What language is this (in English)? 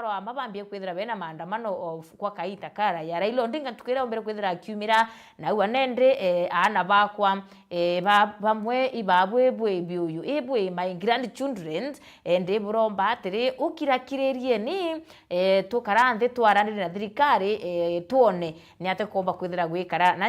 Meru